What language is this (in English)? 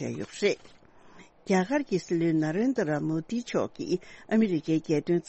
Tibetan